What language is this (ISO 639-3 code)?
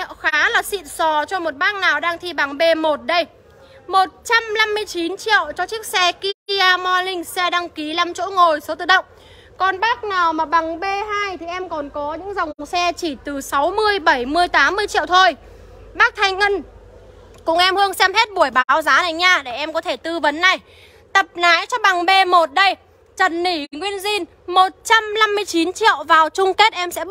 vie